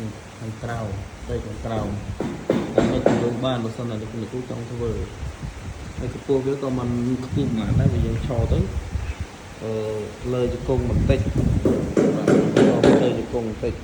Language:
Khmer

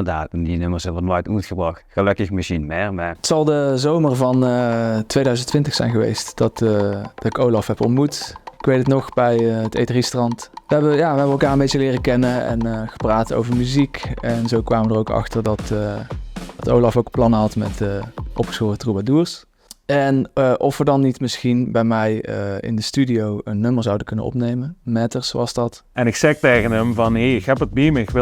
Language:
Limburgish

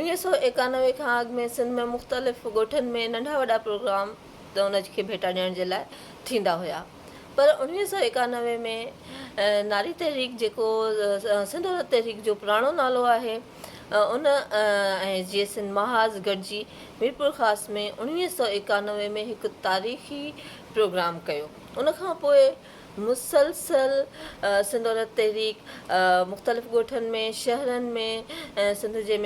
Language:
Sindhi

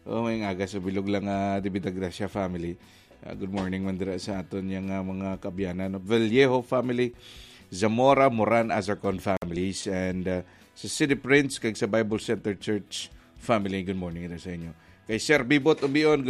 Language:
Hiligaynon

